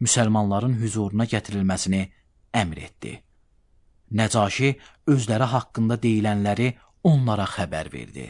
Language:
Azerbaijani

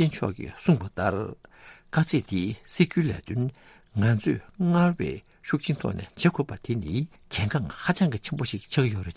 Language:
Tibetan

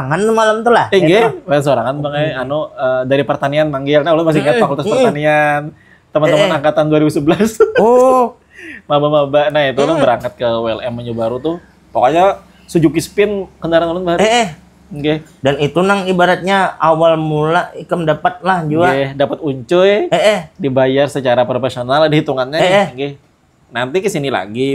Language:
Banjar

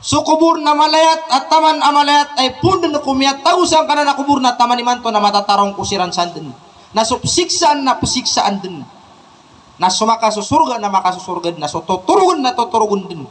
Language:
Maranao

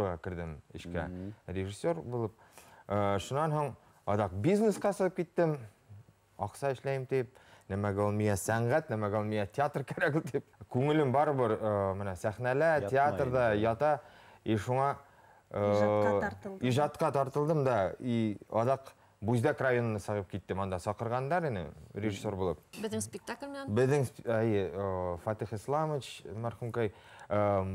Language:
Bashkir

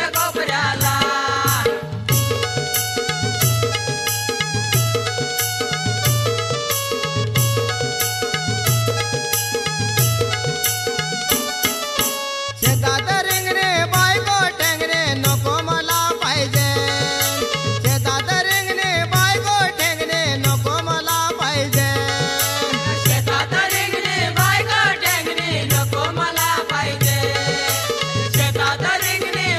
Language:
Marathi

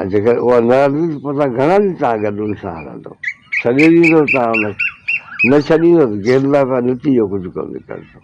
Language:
Sindhi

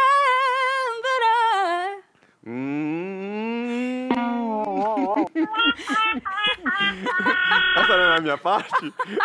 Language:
Portuguese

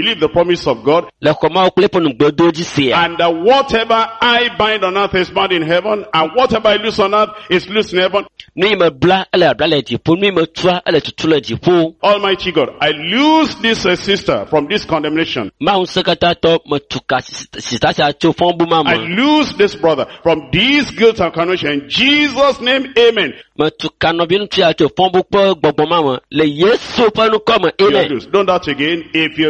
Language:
Ewe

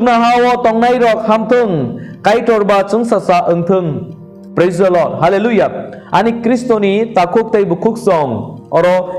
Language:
Kok Borok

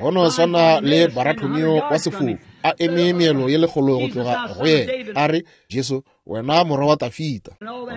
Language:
Northern Sotho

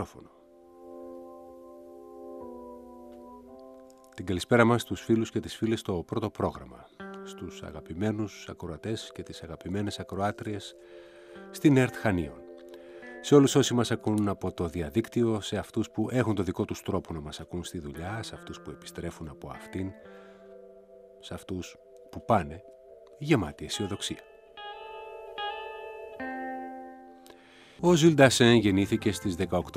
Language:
Greek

